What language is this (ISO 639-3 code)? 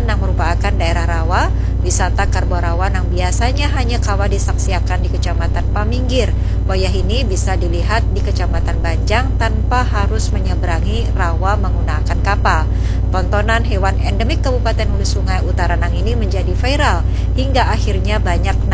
bjn